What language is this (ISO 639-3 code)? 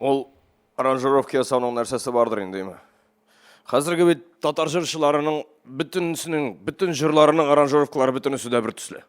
tat